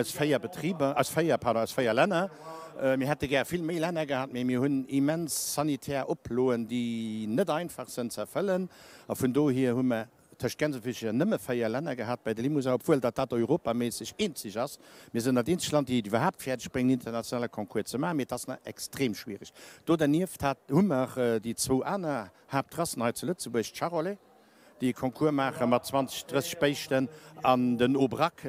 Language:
Luxembourgish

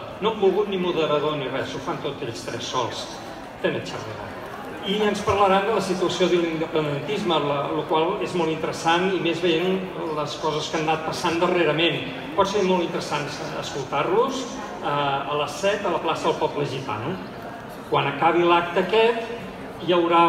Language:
Catalan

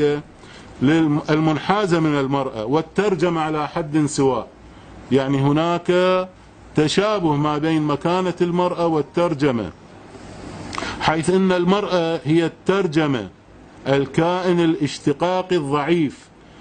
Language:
Arabic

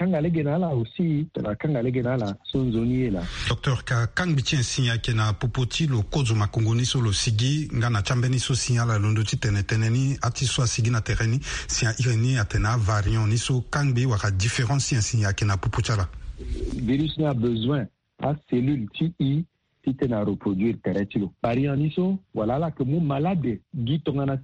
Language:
Sango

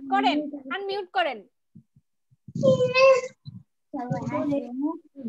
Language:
Bangla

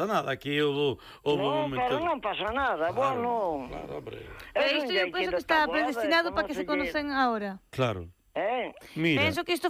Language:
Galician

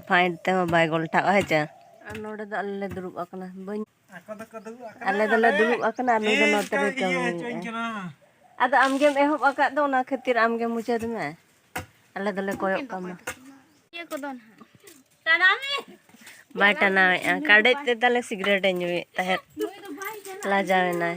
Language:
Santali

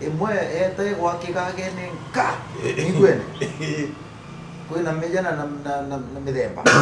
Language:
Meru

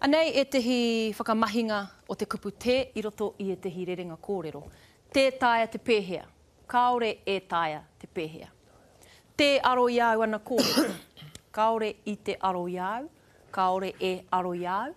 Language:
Māori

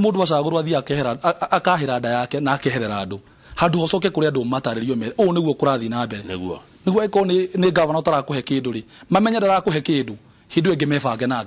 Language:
Kikuyu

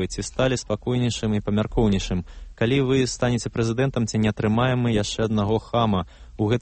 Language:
Belarusian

